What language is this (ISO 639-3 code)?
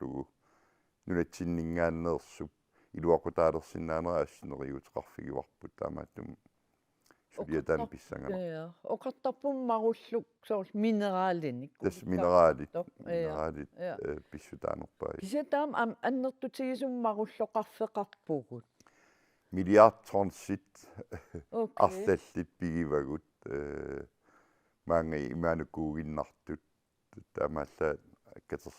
kal